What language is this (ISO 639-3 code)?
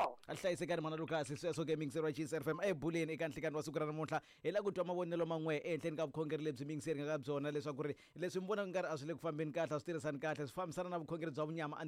tso